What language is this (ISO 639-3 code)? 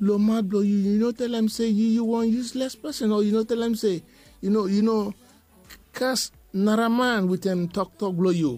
bis